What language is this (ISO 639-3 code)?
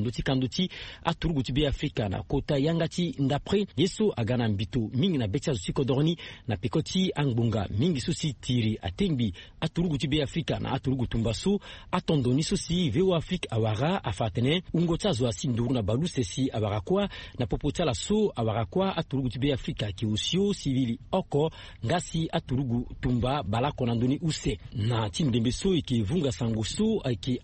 sag